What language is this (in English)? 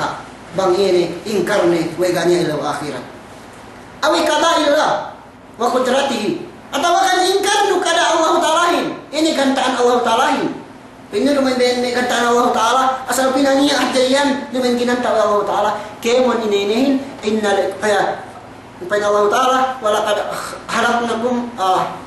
Yakan